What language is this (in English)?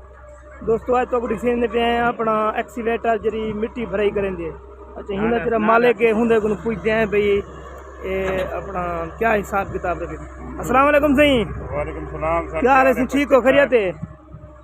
Saraiki